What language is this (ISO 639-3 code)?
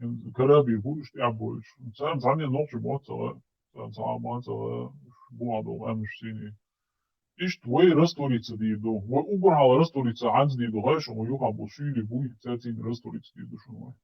che